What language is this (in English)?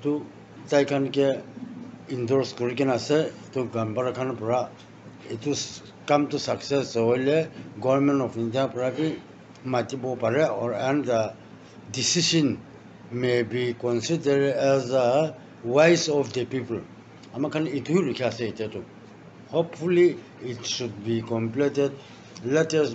Naga Pidgin